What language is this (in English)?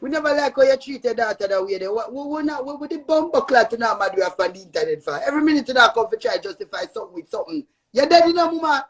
Jamaican Creole English